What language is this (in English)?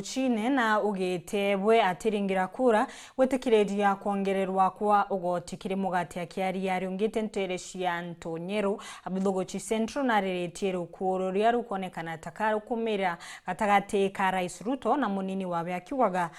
Meru